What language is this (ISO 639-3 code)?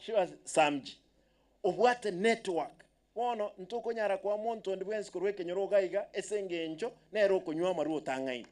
guz